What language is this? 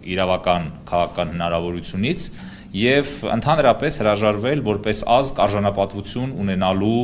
Western Armenian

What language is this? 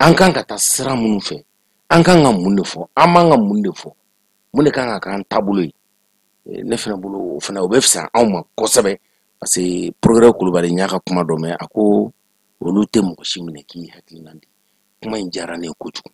Bambara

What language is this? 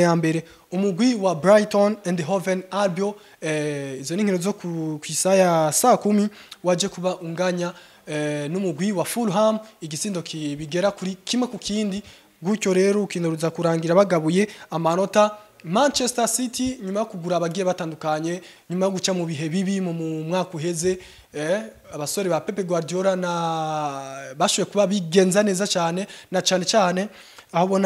Rundi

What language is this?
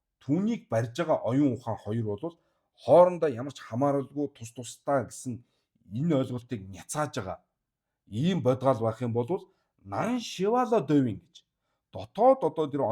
Mongolian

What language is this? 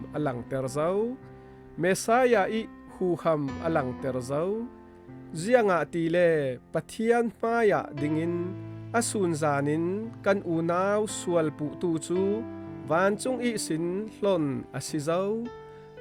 Falam Chin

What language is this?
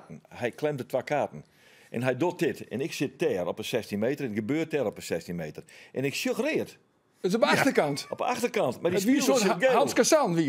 Western Frisian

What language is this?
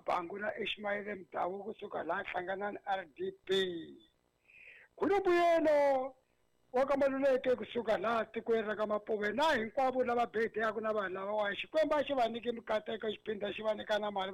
Tsonga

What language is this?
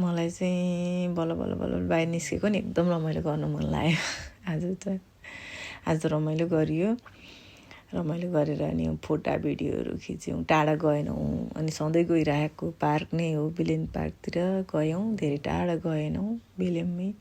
Nepali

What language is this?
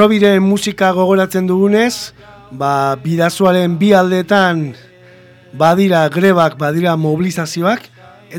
Basque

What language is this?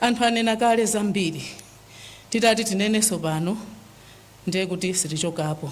Nyanja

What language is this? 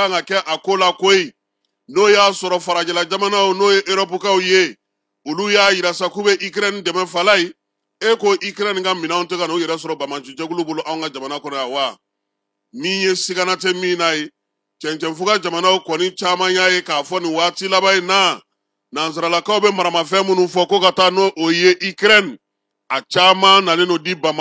Bambara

